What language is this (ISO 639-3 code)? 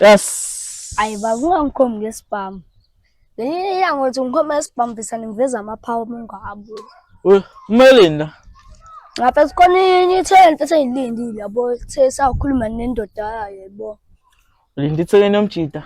zul